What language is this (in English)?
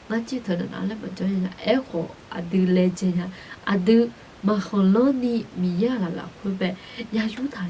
Akha